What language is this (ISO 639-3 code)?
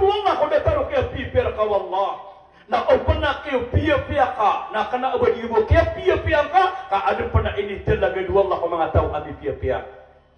mrw